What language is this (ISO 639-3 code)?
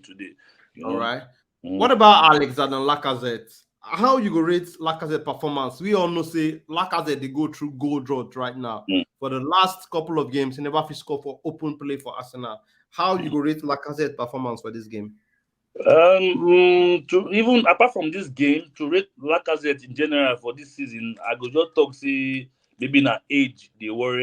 pcm